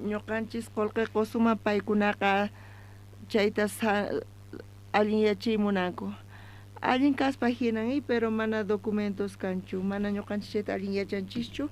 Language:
South Bolivian Quechua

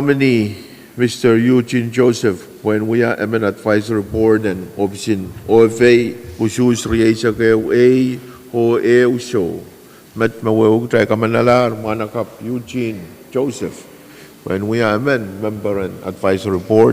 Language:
Pohnpeian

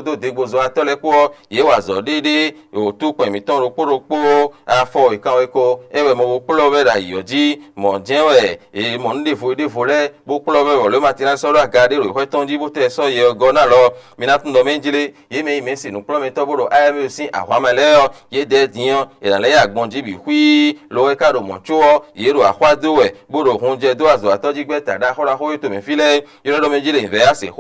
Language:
Fon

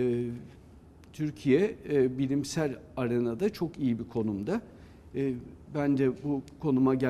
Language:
Turkish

